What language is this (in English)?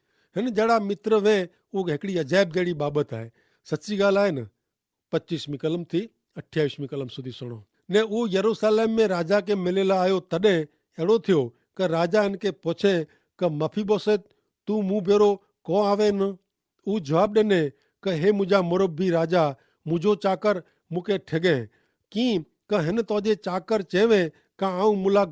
Kachhi